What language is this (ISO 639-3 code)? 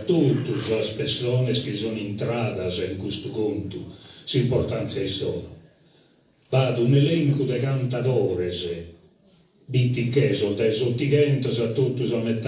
srd